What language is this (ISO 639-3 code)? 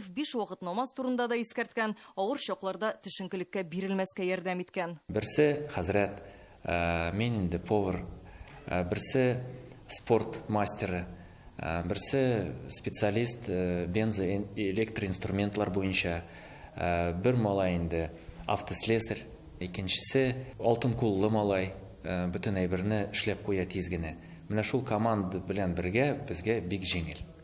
tat